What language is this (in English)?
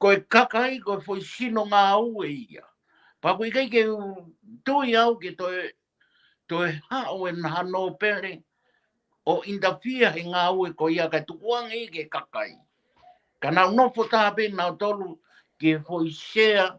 Tongan